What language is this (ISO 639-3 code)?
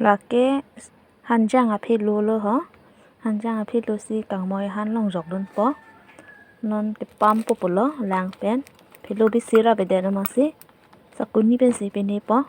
mjw